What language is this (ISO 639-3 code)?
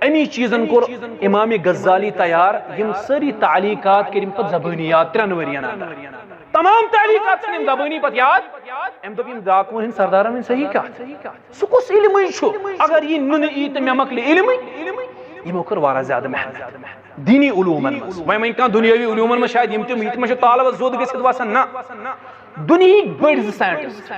kas